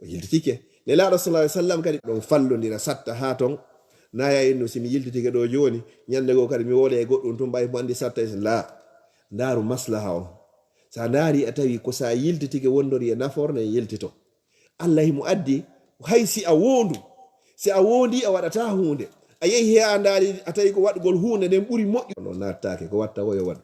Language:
Fula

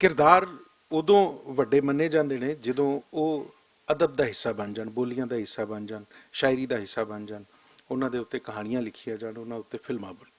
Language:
Western Panjabi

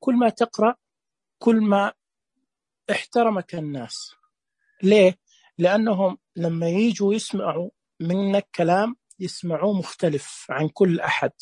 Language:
Najdi Arabic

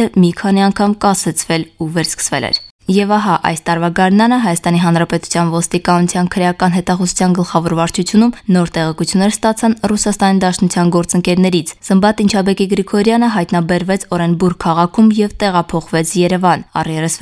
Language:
Armenian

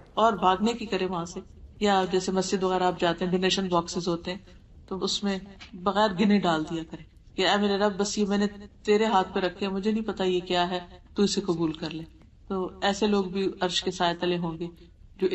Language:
Urdu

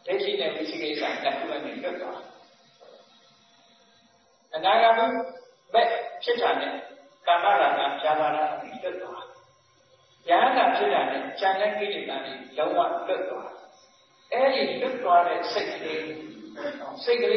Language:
Burmese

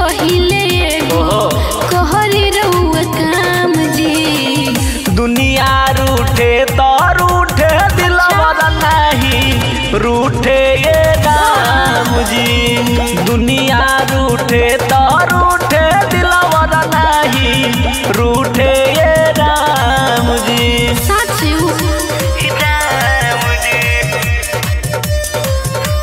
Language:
Bhojpuri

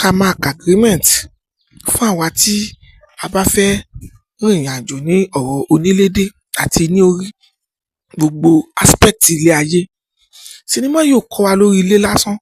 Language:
Yoruba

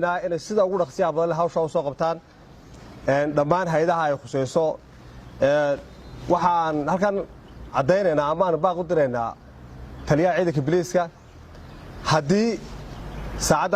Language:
Somali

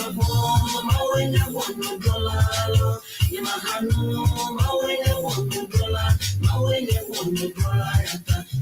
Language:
Ewe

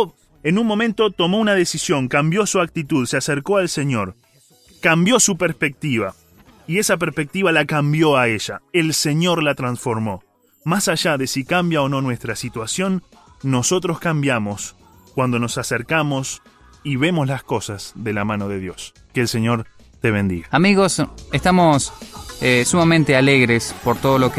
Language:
Spanish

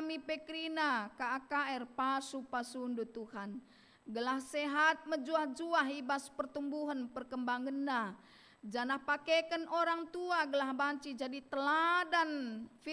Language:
Batak Karo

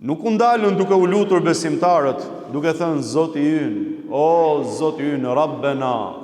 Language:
Albanian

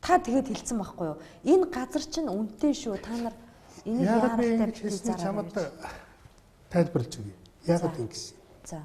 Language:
Mongolian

